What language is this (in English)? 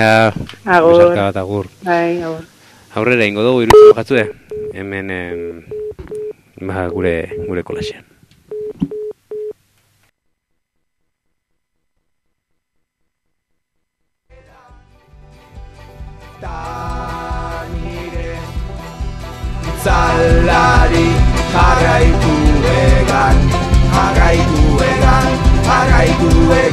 Basque